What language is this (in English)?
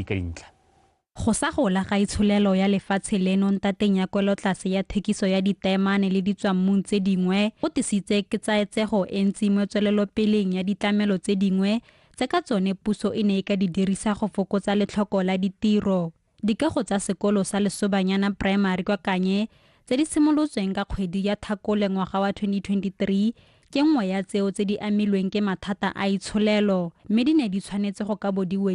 Tswana